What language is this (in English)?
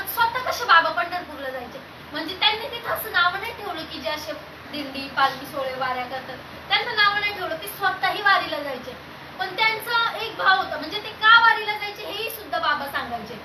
Marathi